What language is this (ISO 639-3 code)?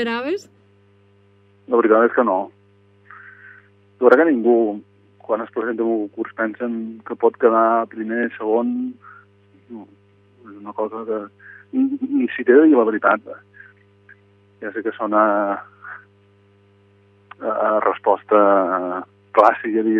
cat